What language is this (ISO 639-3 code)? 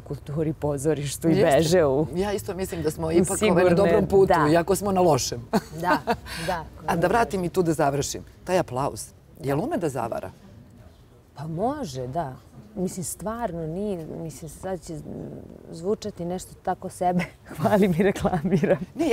srp